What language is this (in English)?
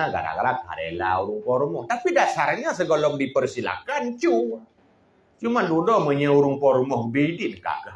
Achinese